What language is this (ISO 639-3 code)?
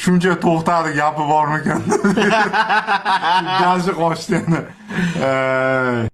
uzb